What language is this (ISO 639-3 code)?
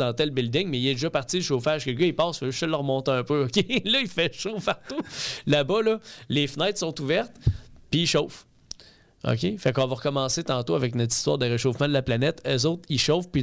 fra